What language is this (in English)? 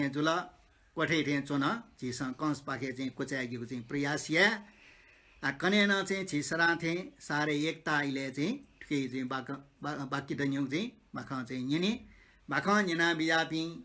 Newari